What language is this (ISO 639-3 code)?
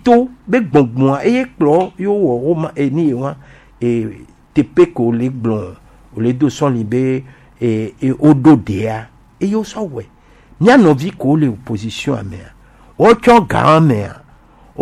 gej